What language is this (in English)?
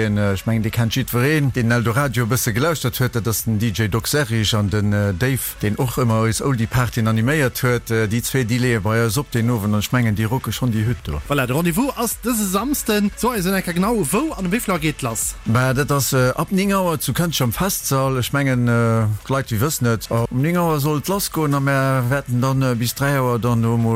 Luxembourgish